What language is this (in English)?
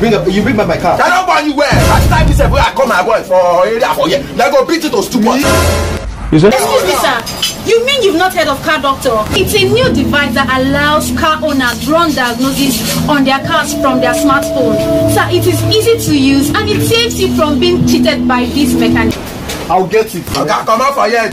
Nigerian Pidgin